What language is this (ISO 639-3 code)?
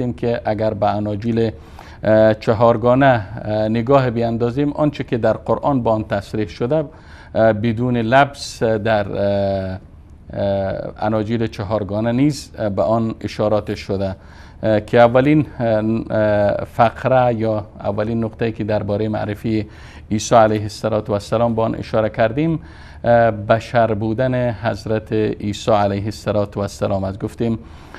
fas